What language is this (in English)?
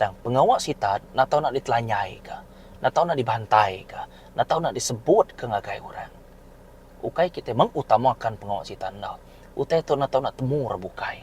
Iban